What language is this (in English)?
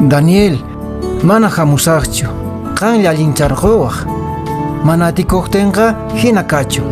Quechua